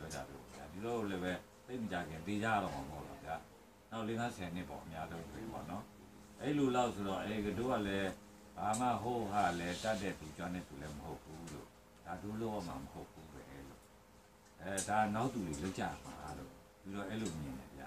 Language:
Burmese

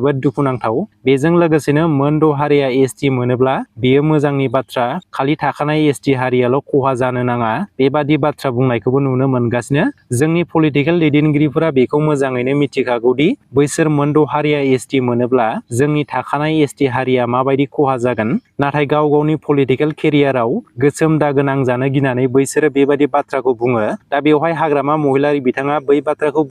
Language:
Bodo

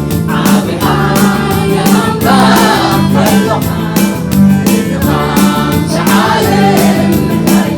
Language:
Tigrinya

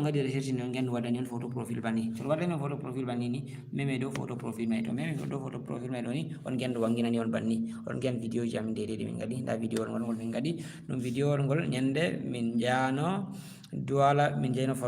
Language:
Fula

